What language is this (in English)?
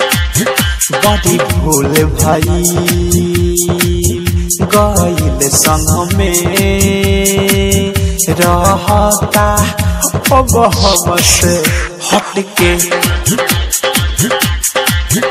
Bhojpuri